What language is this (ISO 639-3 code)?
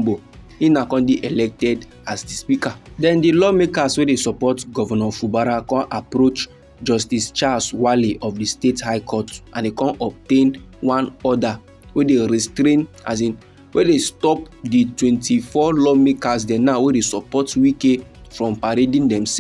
pcm